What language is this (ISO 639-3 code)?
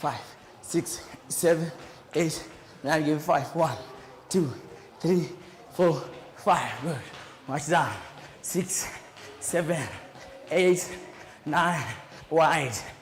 kam